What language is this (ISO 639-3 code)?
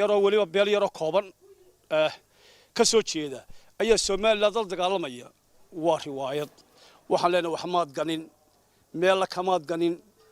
som